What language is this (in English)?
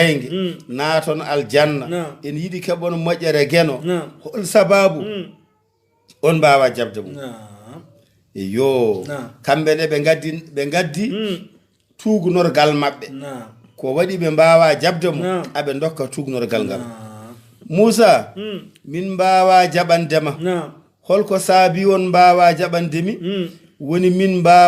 Fula